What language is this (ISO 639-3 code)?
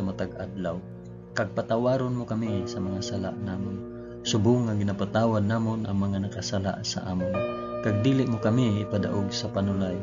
hil